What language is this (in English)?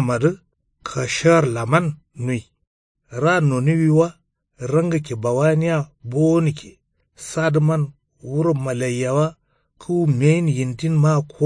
Kanuri